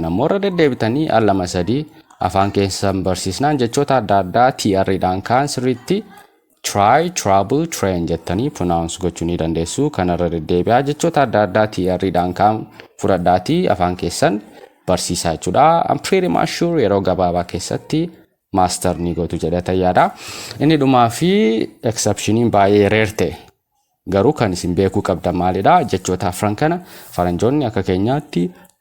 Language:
Oromo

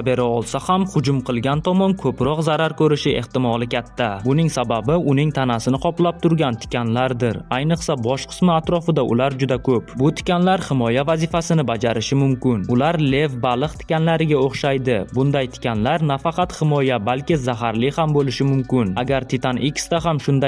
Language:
Uzbek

